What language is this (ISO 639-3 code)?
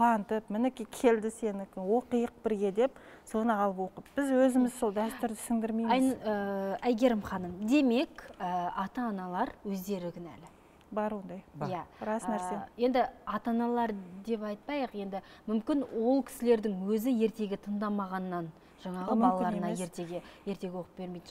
kaz